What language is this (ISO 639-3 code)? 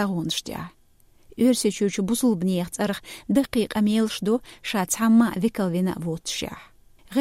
che